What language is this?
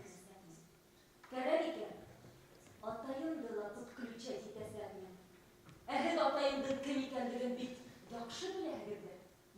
Bashkir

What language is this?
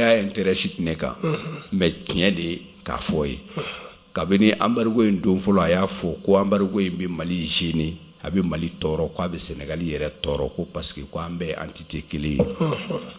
Bambara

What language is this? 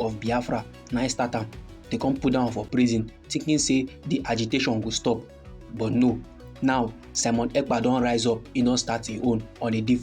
Nigerian Pidgin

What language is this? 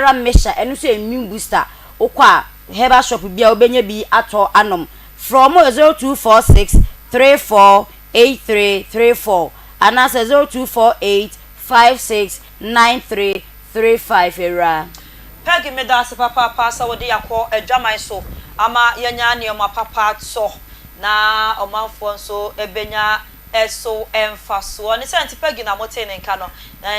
Akan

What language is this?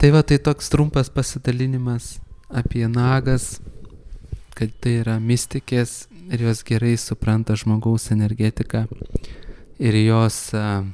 Lithuanian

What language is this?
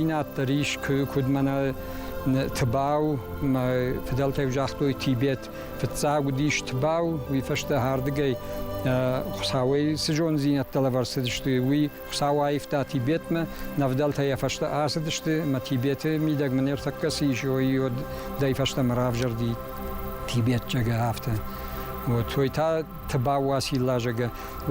Ossetic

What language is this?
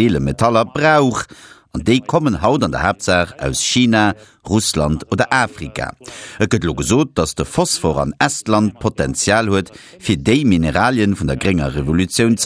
Luxembourgish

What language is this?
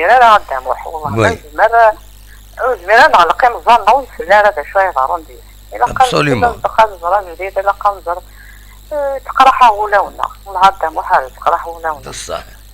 Kabyle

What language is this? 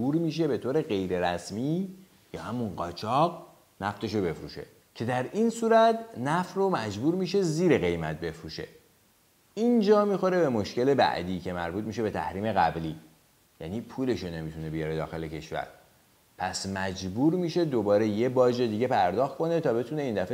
Persian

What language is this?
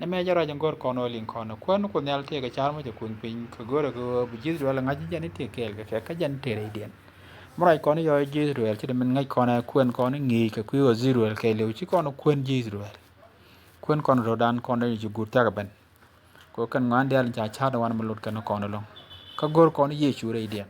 Nuer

